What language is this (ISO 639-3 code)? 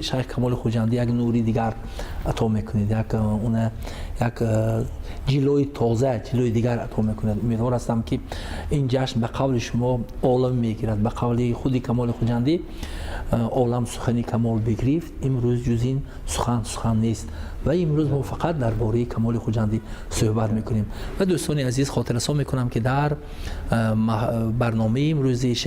tgk